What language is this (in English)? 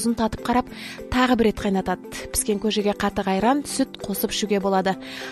Kazakh